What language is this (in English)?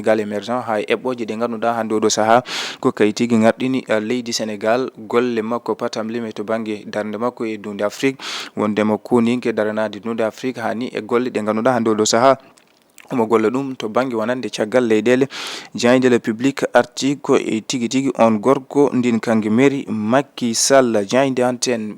Fula